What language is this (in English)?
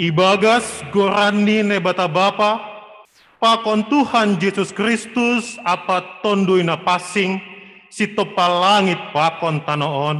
Batak Simalungun